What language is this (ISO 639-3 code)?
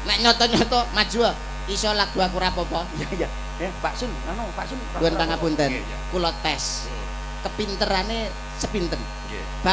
jav